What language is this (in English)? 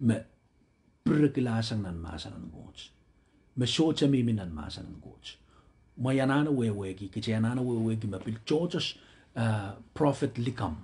Pohnpeian